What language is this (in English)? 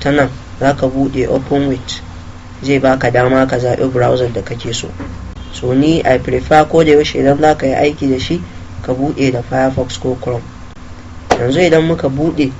Hausa